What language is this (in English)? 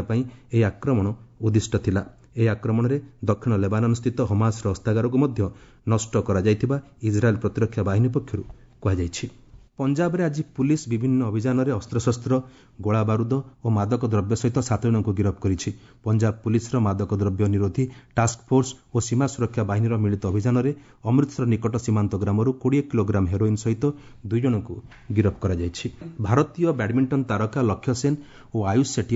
Odia